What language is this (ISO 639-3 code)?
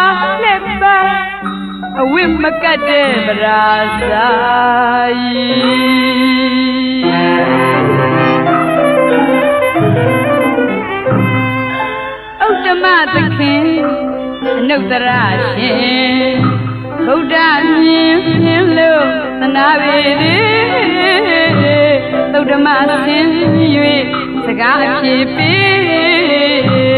mya